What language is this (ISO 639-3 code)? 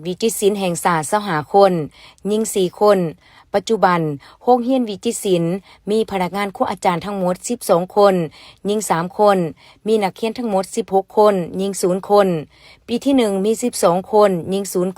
lao